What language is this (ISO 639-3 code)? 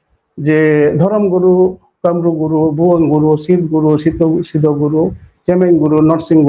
sat